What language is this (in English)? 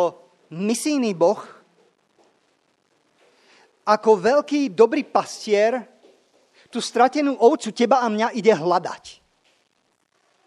Slovak